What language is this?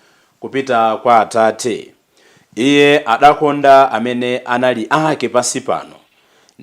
Nyanja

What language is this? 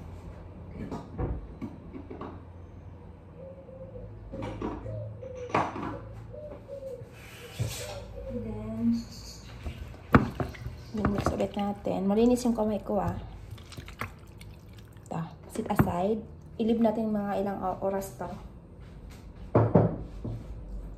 Filipino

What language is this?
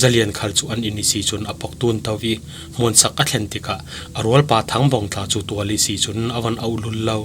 Falam Chin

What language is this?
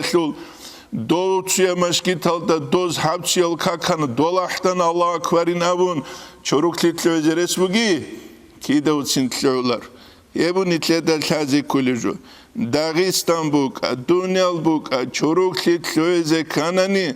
Avaric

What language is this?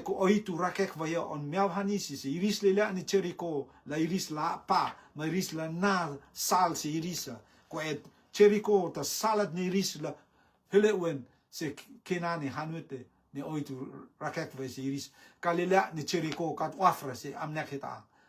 Rotuman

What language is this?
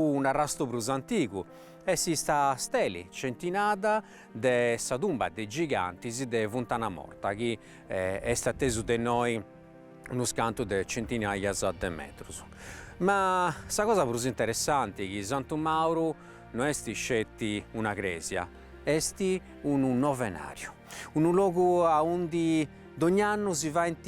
Sardinian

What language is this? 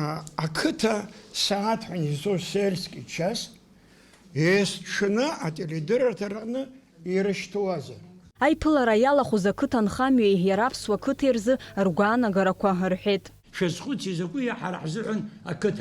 Abkhazian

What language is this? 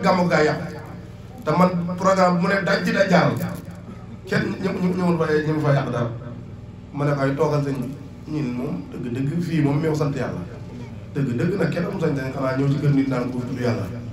Wolof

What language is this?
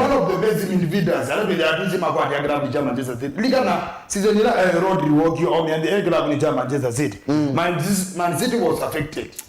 Kamba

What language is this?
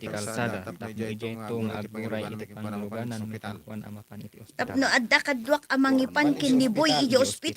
Iloko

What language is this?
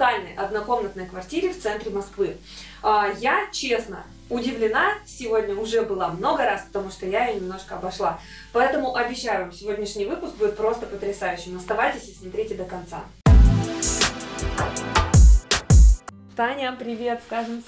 Russian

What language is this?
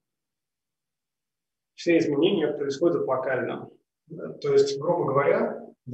Russian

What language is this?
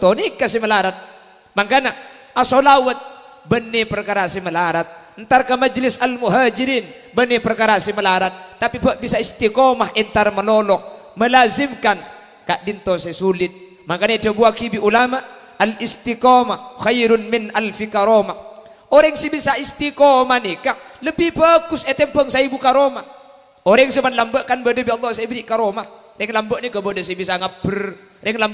Madurese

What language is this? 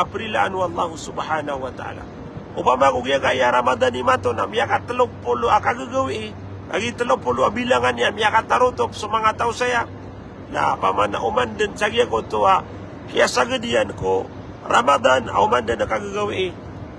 Maranao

